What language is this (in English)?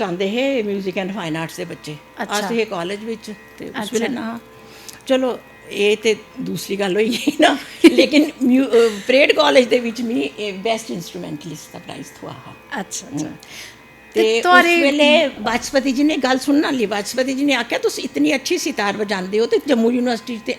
Dogri